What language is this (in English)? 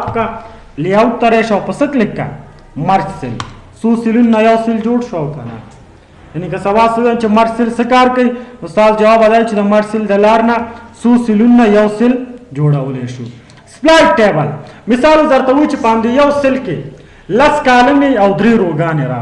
Pashto